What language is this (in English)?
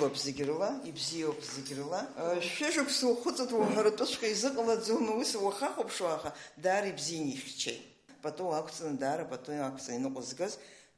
Abkhazian